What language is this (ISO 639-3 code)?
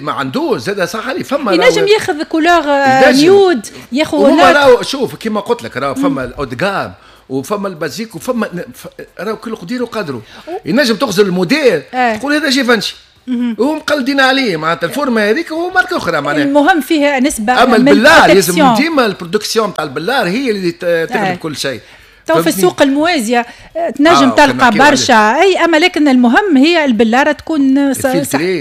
aeb